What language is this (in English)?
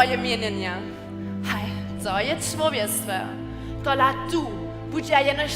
Upper Sorbian